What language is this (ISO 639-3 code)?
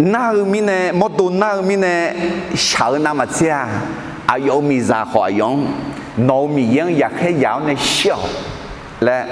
ahk